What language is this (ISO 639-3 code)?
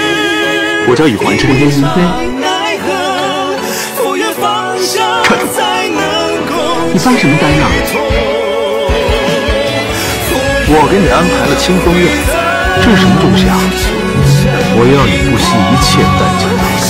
zho